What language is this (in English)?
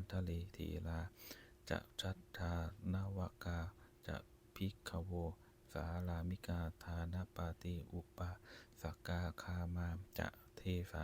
Pali